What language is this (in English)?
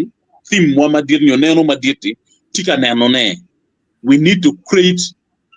Acoli